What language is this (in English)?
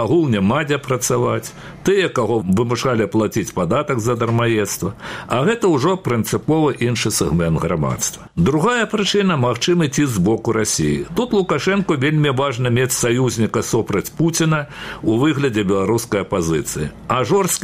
Belarusian